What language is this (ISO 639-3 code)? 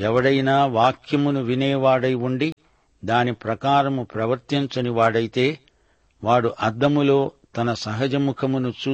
tel